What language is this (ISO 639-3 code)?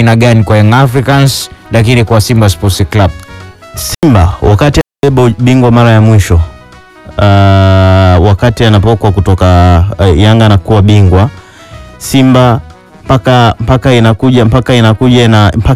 swa